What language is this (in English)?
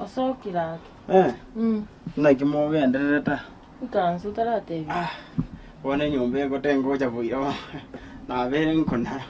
Gusii